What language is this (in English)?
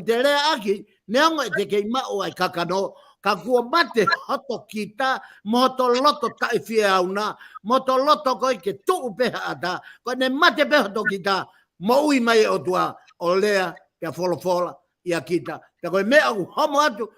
Tongan